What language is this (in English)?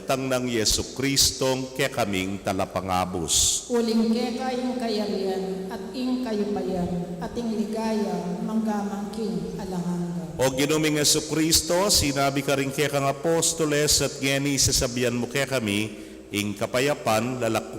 Pampanga